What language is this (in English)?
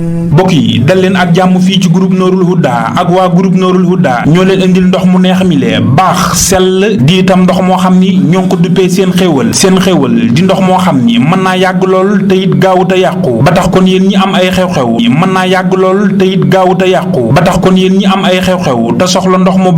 Wolof